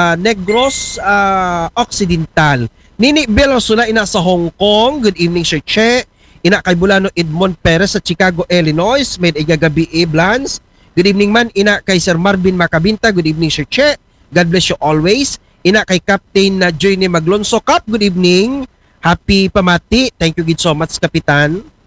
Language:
Aklanon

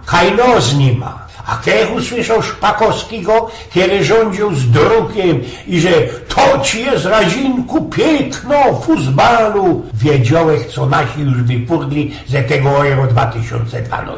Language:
Silesian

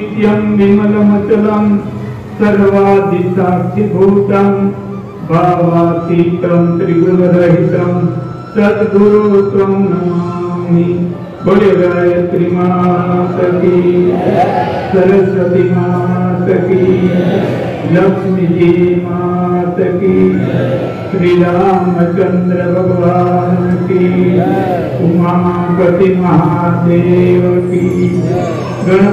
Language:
Gujarati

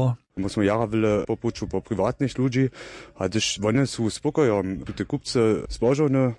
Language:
Upper Sorbian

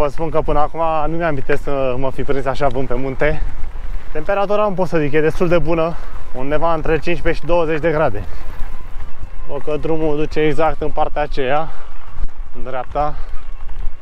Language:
Romanian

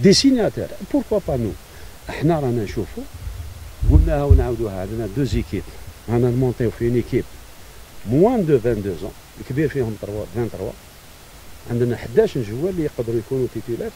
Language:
Algerian Arabic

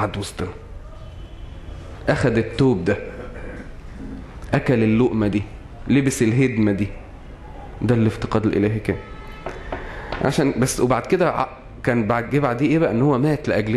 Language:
Egyptian Arabic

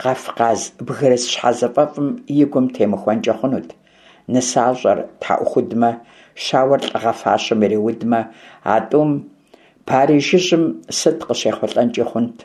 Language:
Kabardian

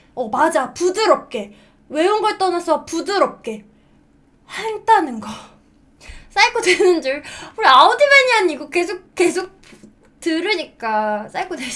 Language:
Korean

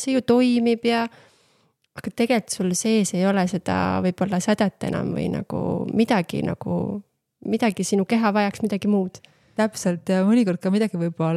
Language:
Estonian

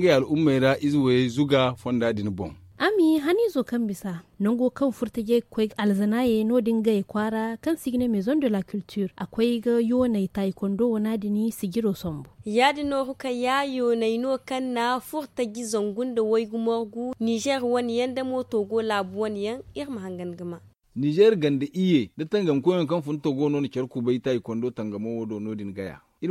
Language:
Zarma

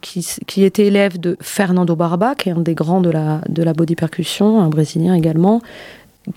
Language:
French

